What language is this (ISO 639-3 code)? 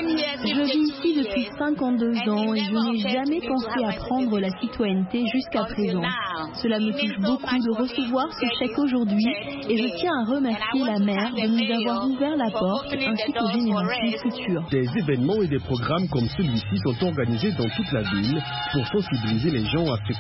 fra